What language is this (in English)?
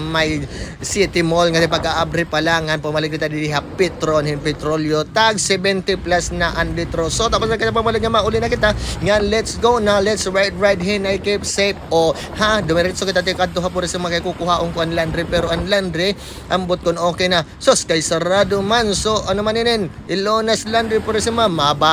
Waray